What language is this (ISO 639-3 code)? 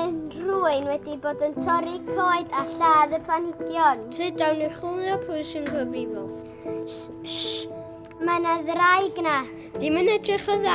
cym